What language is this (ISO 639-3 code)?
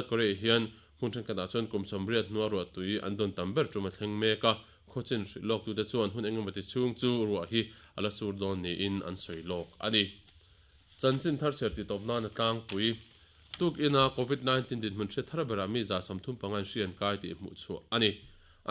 lus